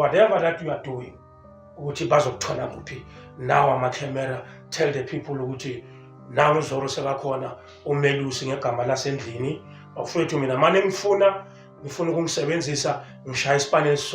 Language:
Zulu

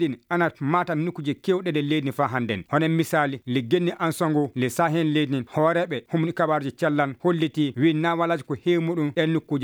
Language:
Fula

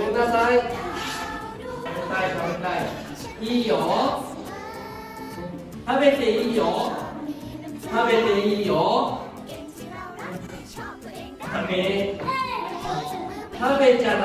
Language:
Japanese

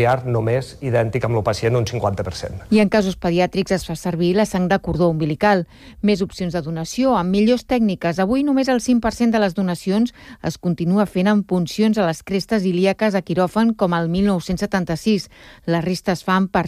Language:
Catalan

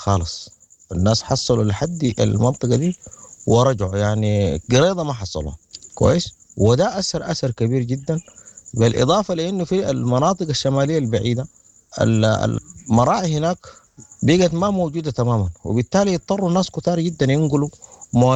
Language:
Sudanese Arabic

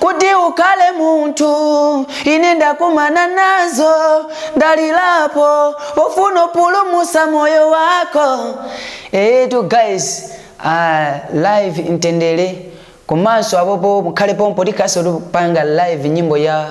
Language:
Nyanja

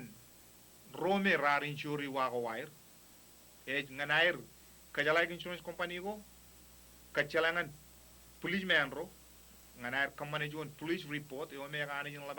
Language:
Marshallese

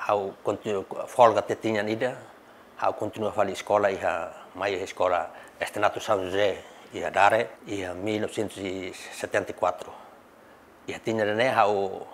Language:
Tetum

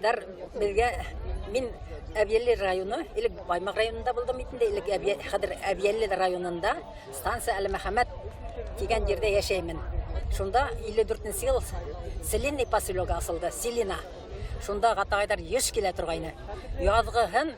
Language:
Bashkir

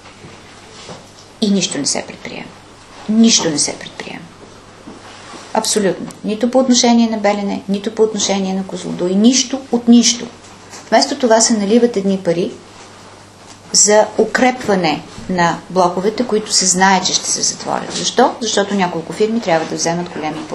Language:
Bulgarian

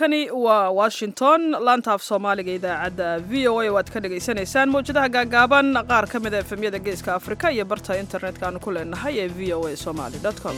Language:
Somali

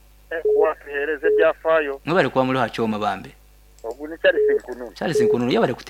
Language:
Nyankole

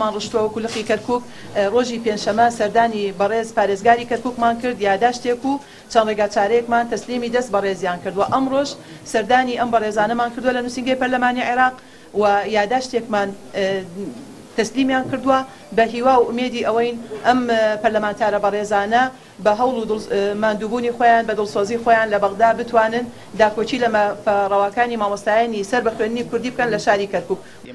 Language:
Central Kurdish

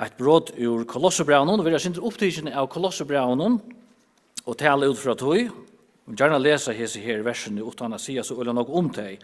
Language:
Faroese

